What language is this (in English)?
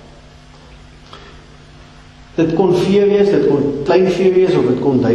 Afrikaans